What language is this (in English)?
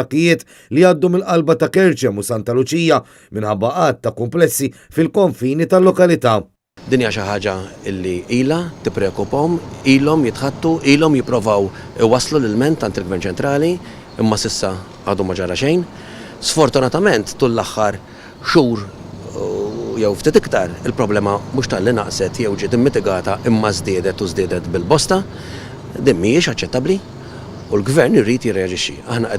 Maltese